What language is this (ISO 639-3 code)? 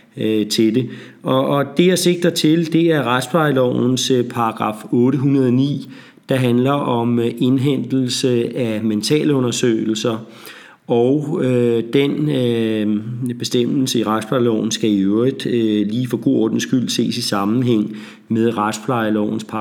dan